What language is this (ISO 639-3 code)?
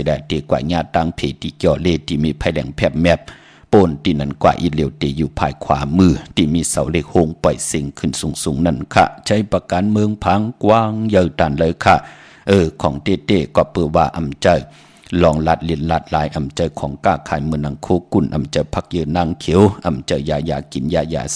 shn